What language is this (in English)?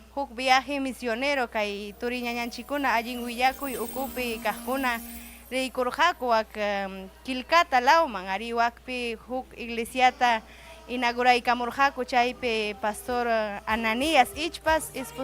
Ayacucho Quechua